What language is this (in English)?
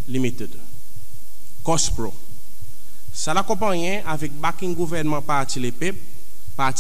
Seselwa Creole French